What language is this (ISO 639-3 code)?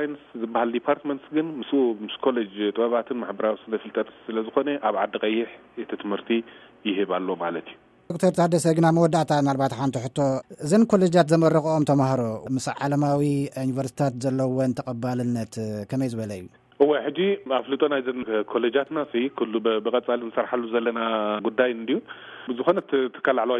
tir